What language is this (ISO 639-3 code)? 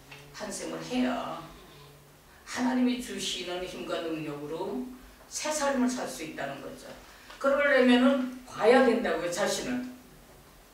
kor